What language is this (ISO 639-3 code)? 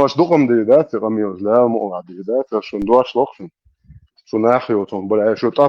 che